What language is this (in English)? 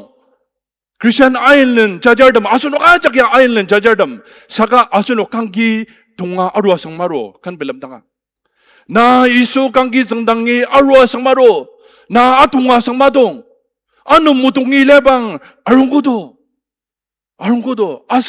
Ao Naga